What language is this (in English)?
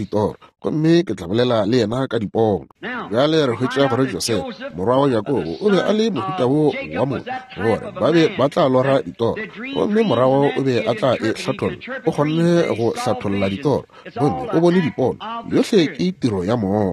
Northern Sotho